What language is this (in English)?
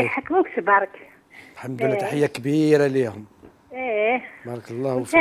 Algerian Arabic